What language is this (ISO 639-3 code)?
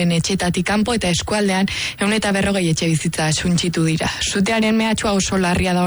eus